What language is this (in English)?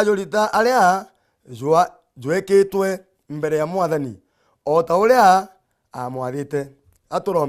Meru